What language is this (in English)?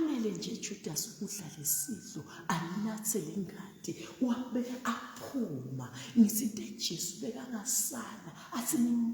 Zulu